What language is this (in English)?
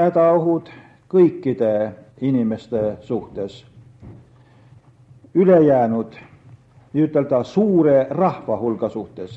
Estonian